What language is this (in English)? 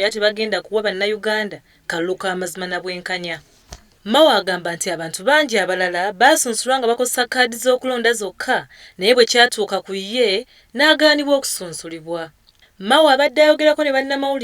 Ganda